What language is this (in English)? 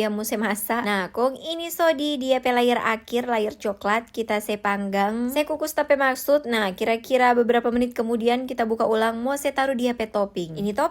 Manado Malay